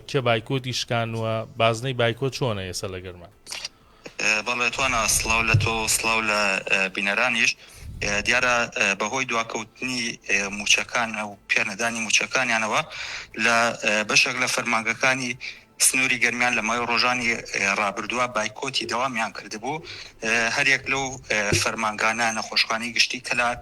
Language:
Central Kurdish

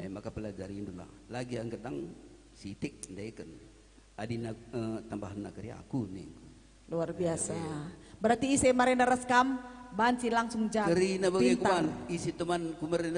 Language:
Batak Karo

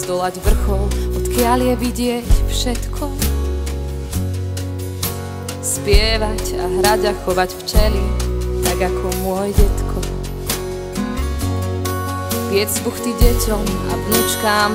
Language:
Slovak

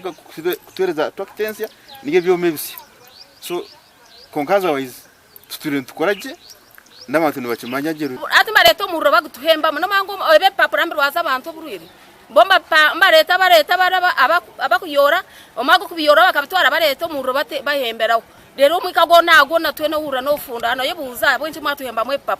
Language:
Nyankole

